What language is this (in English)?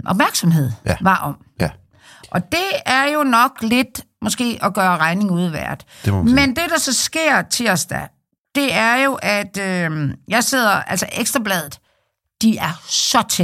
Danish